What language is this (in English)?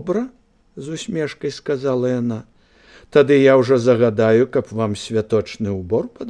Belarusian